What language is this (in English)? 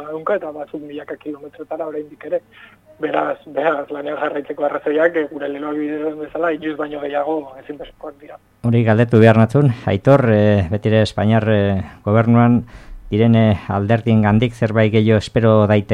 Basque